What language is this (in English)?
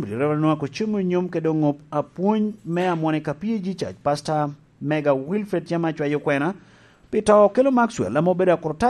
Lango (Uganda)